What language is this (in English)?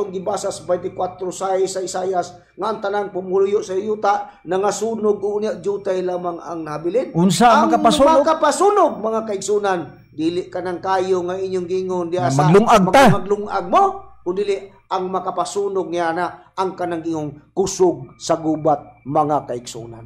Cebuano